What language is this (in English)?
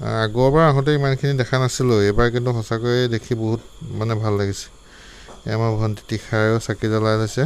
Assamese